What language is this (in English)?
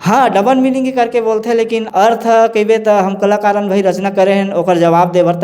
Chhattisgarhi